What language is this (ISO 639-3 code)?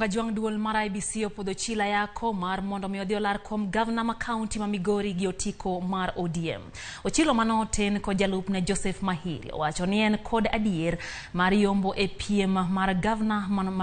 luo